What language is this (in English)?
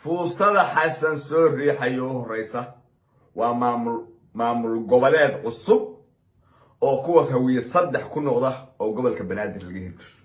Somali